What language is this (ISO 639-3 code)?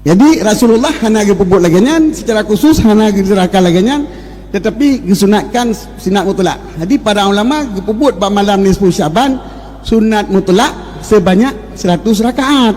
ace